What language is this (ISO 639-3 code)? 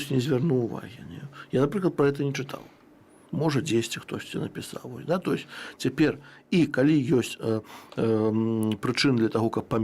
bel